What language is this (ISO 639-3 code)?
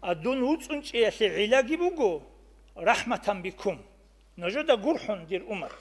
ava